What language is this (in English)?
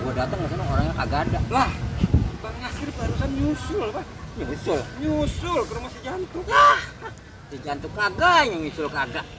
Betawi